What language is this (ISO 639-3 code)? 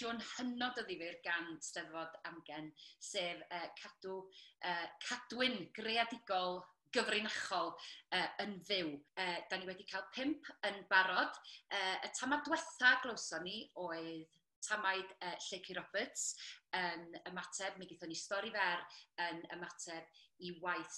cym